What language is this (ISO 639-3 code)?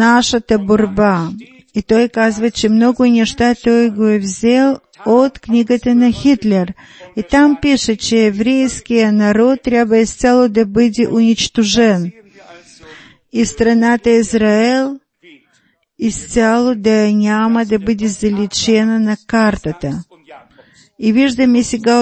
bul